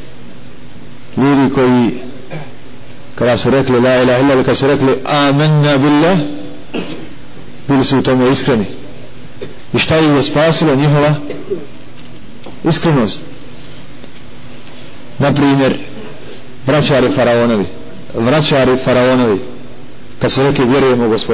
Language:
Bosnian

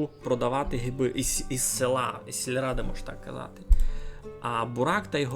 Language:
Rusyn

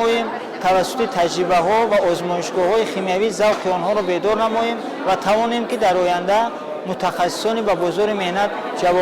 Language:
Tajik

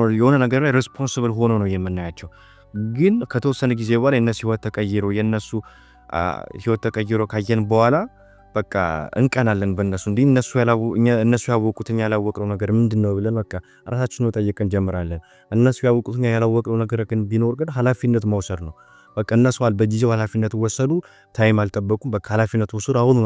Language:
Amharic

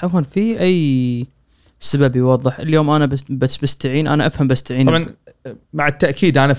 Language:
Gulf Arabic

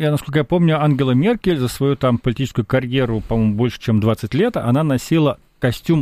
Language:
Russian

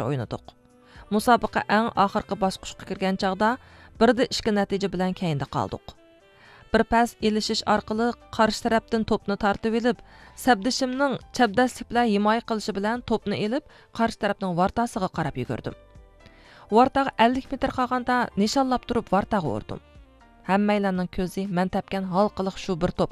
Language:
Uyghur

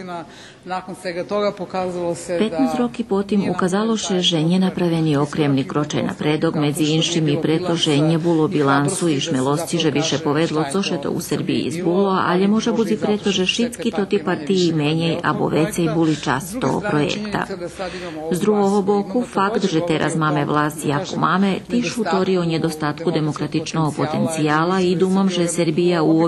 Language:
Rusyn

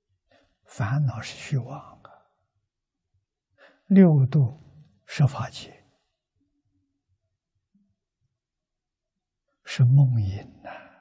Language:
Chinese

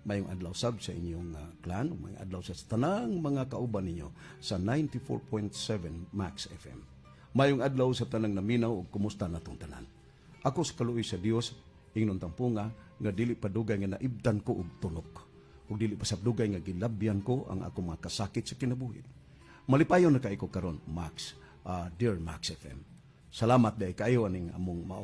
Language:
Cebuano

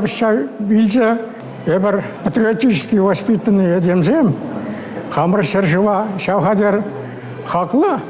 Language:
Chuvash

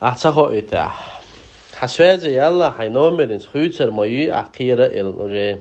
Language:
Chechen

